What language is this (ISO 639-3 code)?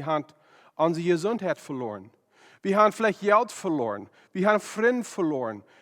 pdt